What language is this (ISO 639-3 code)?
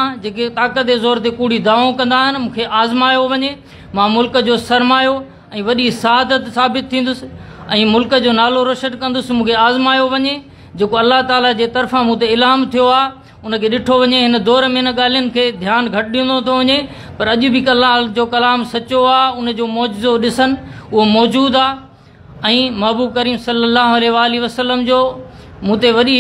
snd